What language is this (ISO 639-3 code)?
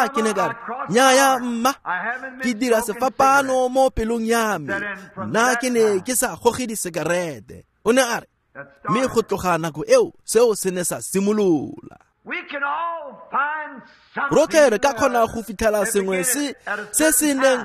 tsn